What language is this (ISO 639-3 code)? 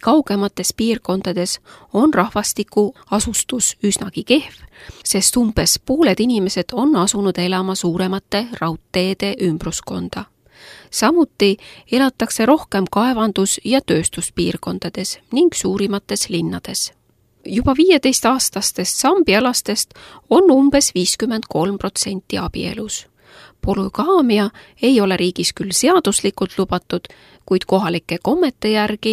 est